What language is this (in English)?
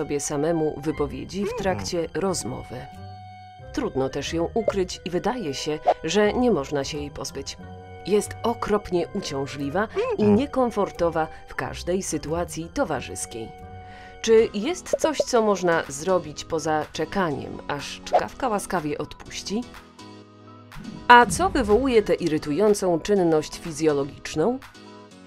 Polish